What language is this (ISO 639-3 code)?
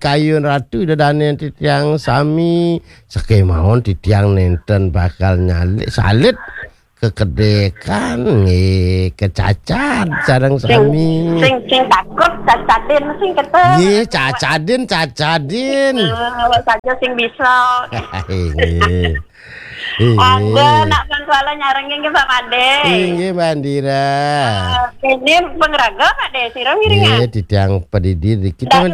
ban